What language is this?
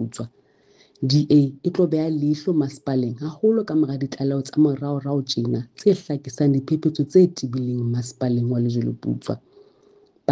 Southern Sotho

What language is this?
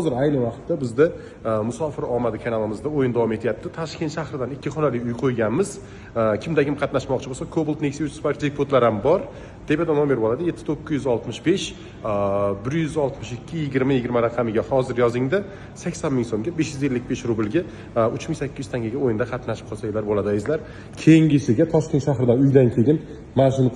Uzbek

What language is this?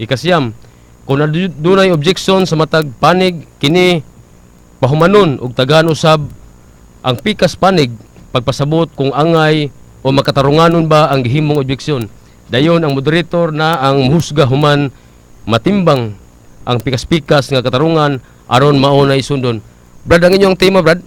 Cebuano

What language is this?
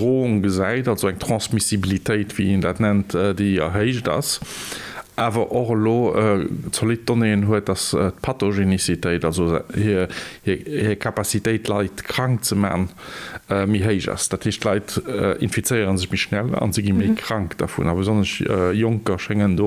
Luxembourgish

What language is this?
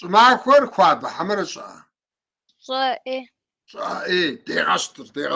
Kabardian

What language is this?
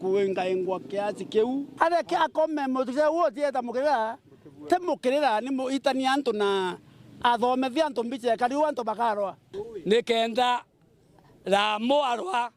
Meru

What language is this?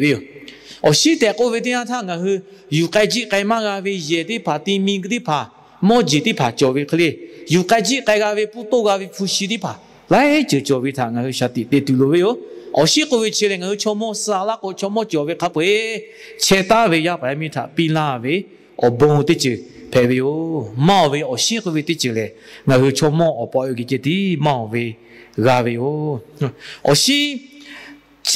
Lahu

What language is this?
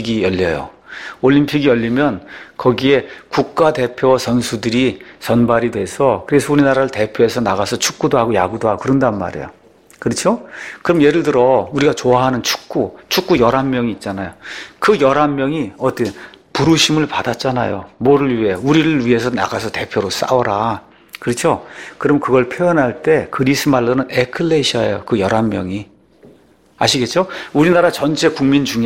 Korean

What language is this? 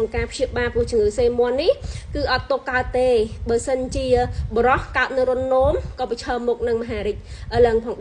Khmer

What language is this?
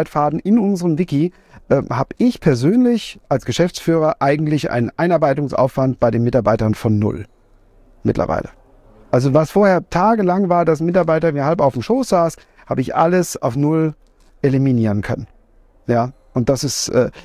German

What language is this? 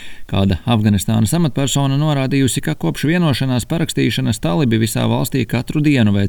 Latvian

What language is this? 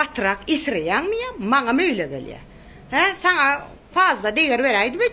Turkmen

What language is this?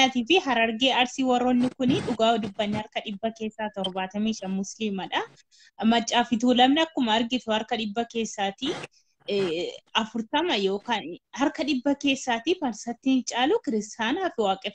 Oromo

